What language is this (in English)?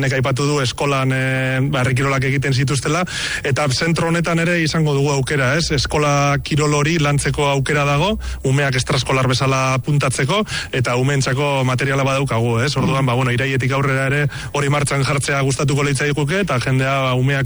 Basque